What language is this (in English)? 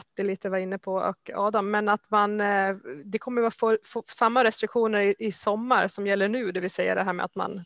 Swedish